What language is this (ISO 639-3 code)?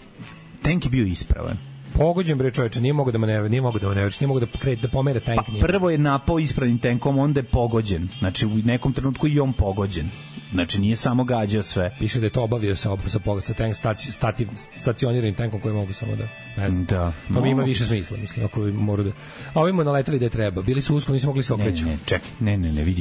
srp